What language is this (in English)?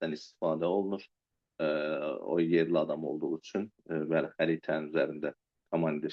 Azerbaijani